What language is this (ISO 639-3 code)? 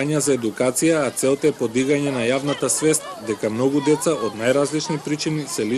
mkd